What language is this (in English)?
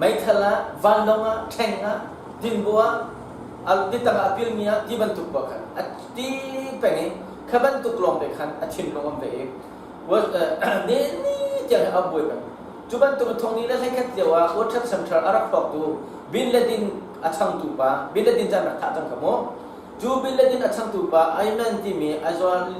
Hakha Chin